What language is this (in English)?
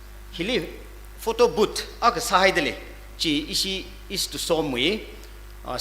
Tangkhul Naga (India)